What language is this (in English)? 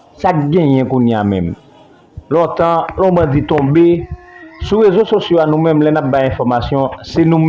Haitian Creole